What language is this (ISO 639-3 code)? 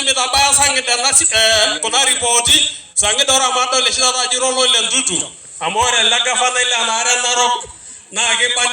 mas